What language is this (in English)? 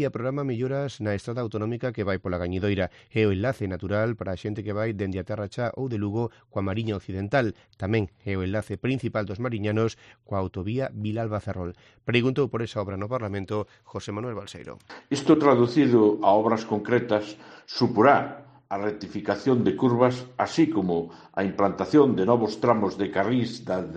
Galician